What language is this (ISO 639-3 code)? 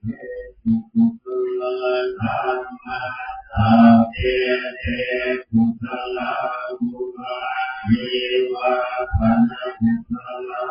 pli